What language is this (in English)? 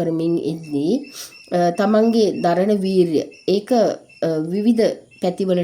Sinhala